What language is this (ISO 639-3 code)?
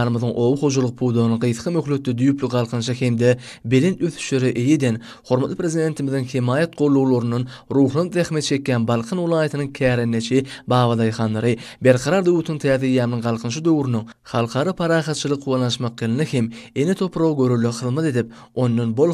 tuk